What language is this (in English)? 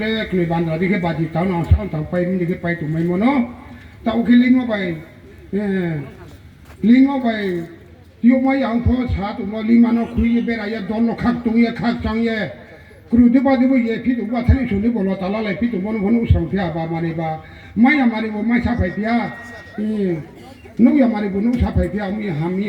Riang (India)